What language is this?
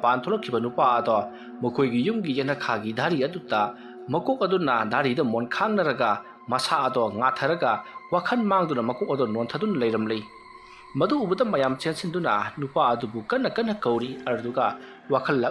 Manipuri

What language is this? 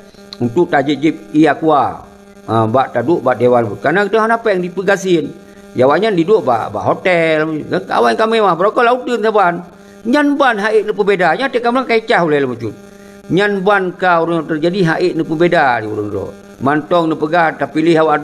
Achinese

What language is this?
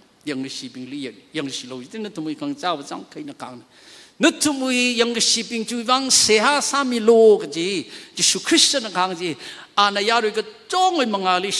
Tangkhul Naga (India)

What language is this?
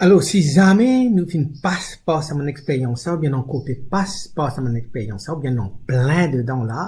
Morisyen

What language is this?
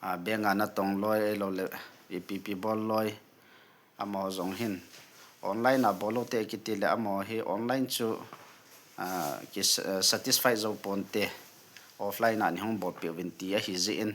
Thado Chin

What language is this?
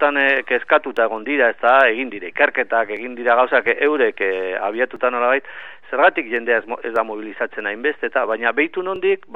Basque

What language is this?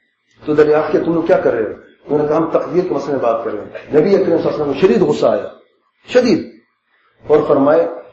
Urdu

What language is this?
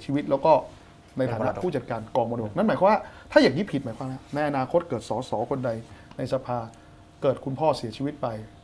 Thai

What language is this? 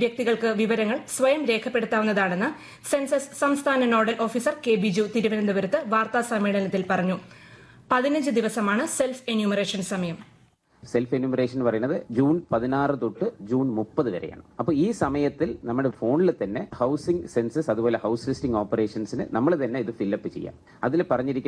Malayalam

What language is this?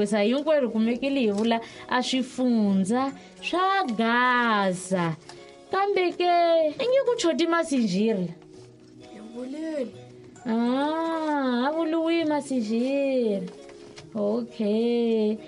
Tsonga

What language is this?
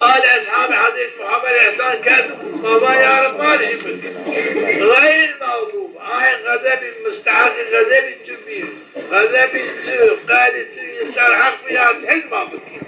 Zaza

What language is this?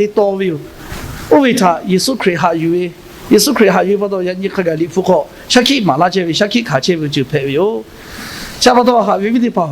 Lahu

